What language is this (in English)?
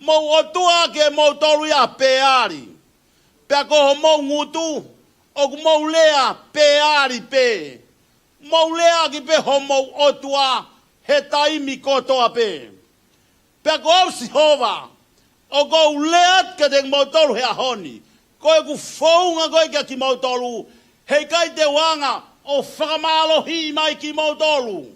Tongan